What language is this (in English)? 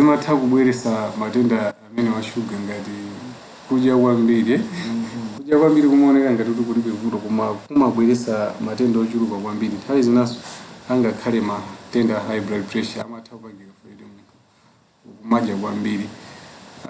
Nyanja